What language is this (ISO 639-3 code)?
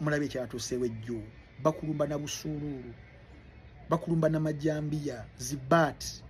lug